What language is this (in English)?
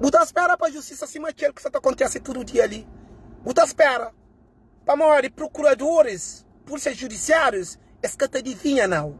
Kabuverdianu